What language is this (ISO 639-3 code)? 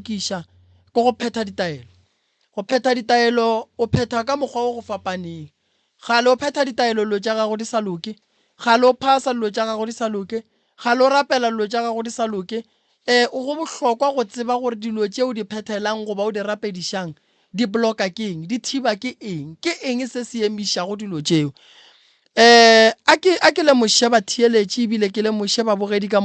nso